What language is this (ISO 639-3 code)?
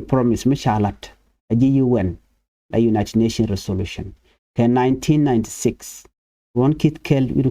nus